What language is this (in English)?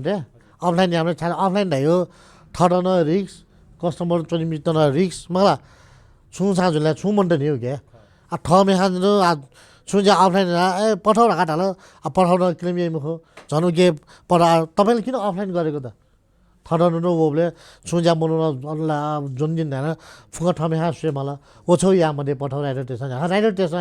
Newari